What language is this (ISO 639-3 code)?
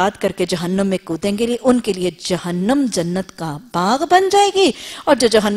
urd